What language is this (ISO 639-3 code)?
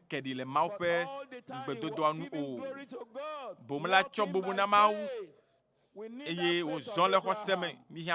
ewe